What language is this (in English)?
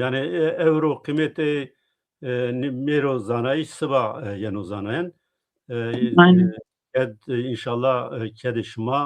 Zaza